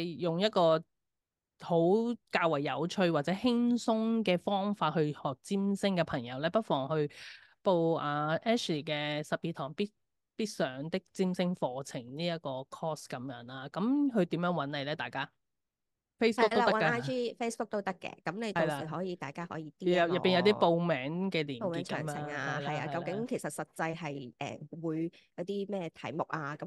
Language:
Cantonese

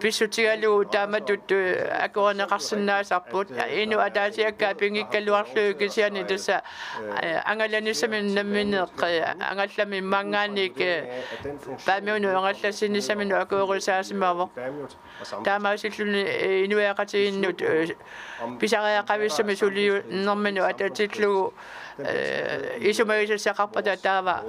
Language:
Kalaallisut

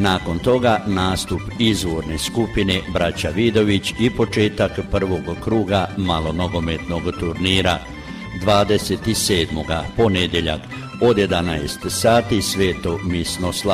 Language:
Croatian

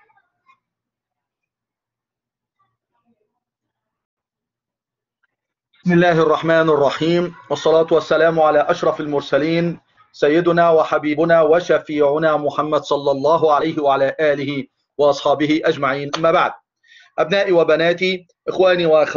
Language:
Egyptian Arabic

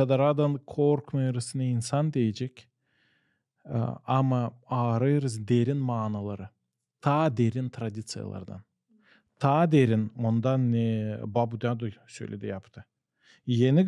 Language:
Gagauz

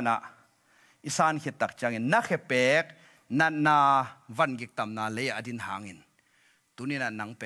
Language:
Tedim Chin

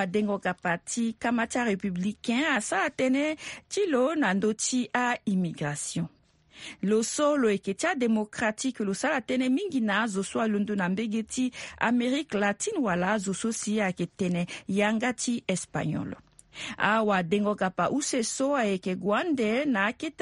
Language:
Sango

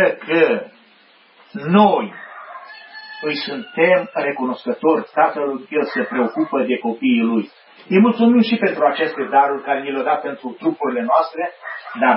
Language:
Romanian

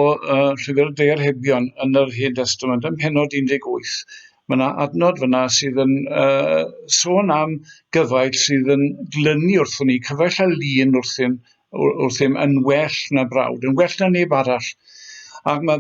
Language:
Welsh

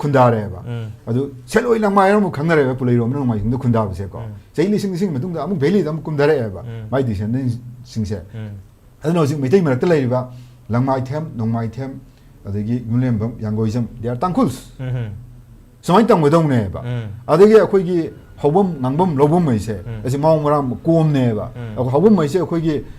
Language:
Manipuri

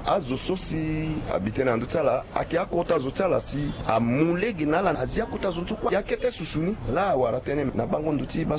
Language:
Sango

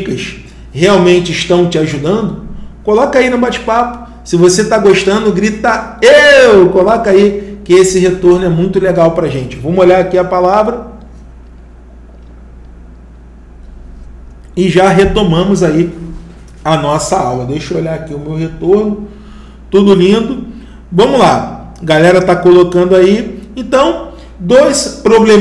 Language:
Portuguese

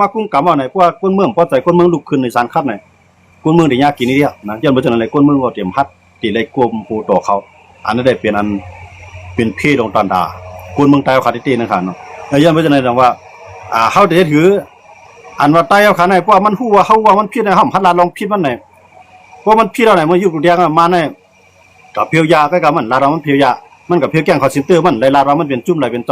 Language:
Shan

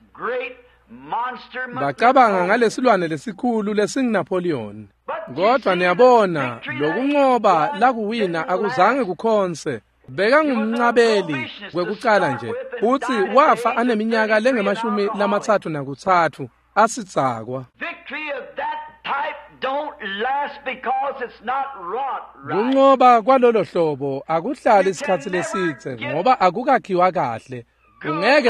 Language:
Swati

